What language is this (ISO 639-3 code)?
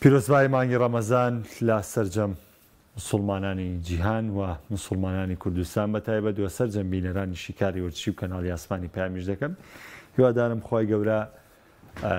ckb